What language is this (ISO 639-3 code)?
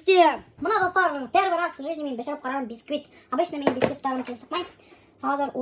bak